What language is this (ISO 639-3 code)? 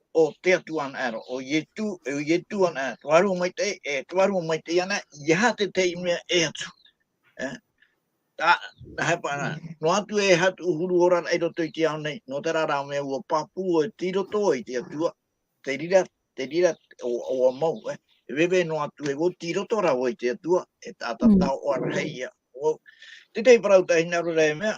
tah